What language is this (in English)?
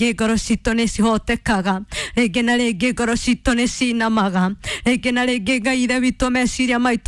Kikuyu